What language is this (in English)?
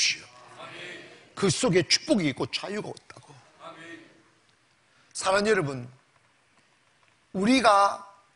Korean